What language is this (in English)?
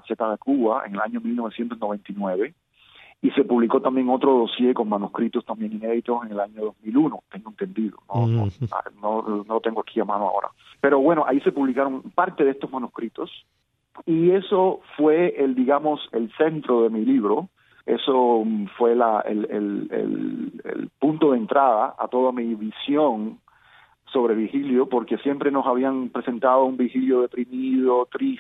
Spanish